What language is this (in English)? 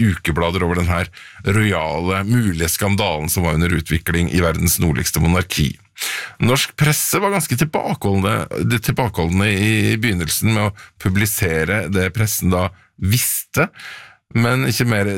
Norwegian